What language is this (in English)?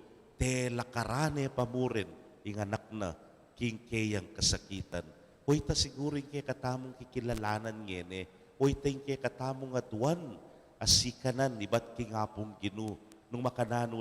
Pampanga